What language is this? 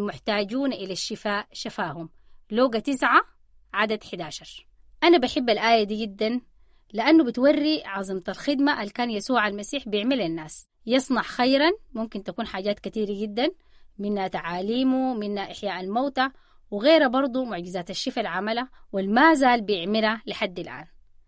Sudanese Arabic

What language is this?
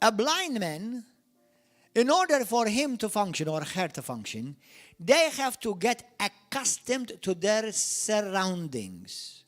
English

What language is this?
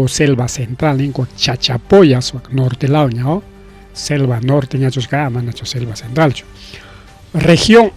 Ayacucho Quechua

